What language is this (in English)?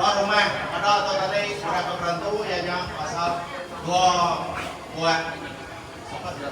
Iban